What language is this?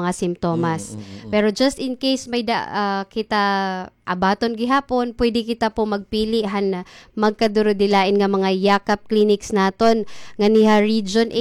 Waray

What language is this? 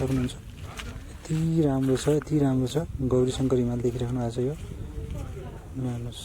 Nepali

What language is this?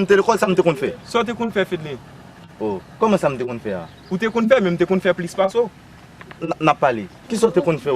Haitian Creole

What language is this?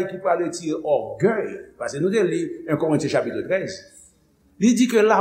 Haitian Creole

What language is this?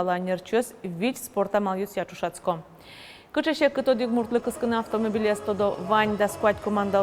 Udmurt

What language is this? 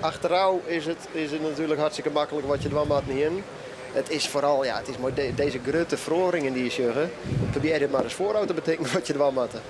Western Frisian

